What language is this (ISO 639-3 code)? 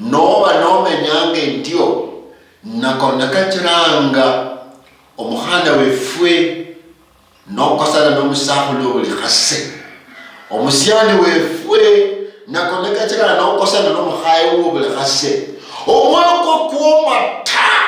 luy